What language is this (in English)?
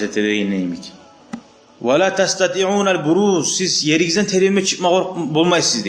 Kumyk